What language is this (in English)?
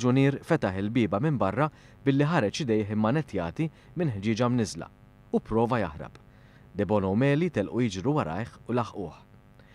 Maltese